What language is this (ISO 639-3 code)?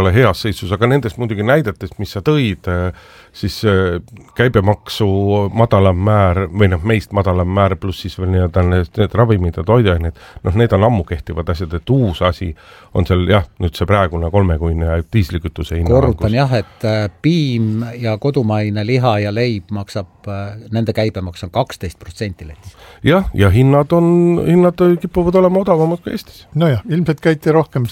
est